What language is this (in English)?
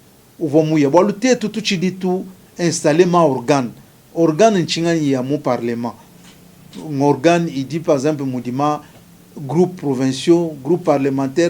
Luba-Lulua